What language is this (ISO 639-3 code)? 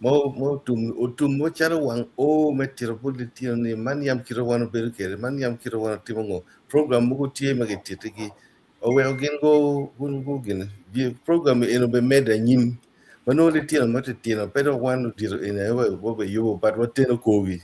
ach